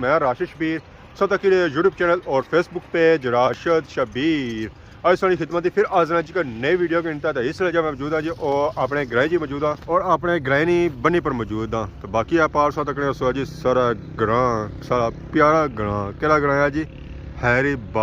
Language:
Pahari-Potwari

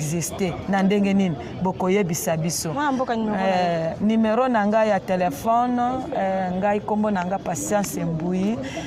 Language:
Lingala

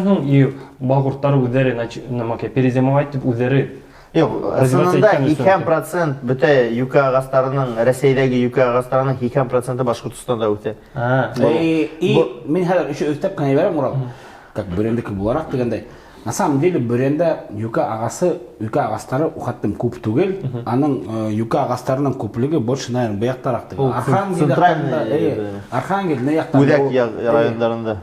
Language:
Bashkir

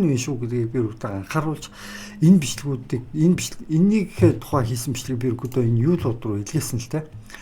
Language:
Mongolian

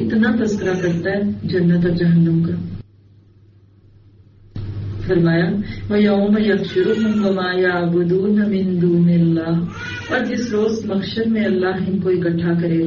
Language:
Urdu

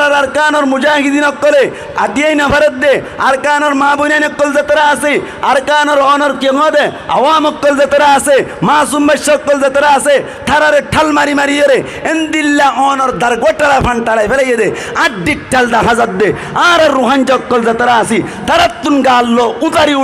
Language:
Rohingya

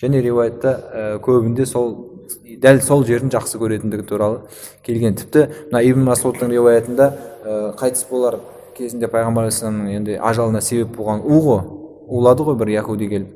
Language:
Kazakh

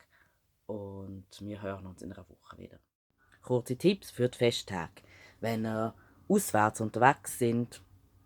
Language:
Swiss German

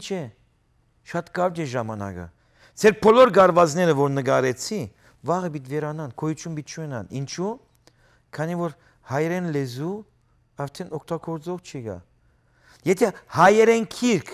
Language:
Western Armenian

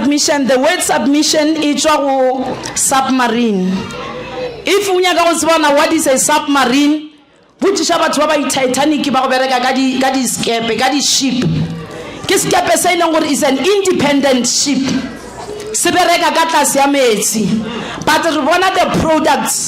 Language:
Northern Sotho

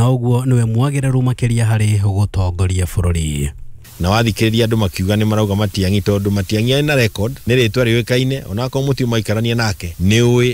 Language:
Kikuyu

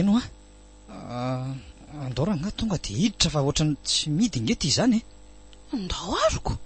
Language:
Malagasy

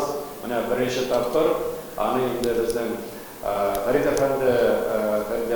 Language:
Tatar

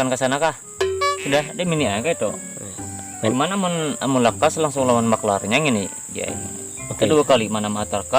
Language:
Banjar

